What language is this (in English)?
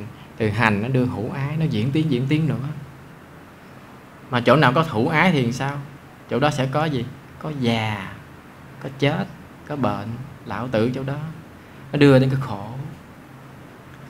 Vietnamese